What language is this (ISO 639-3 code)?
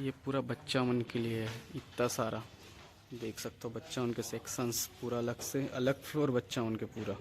hne